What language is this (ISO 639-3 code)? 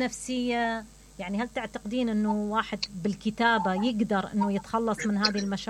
acm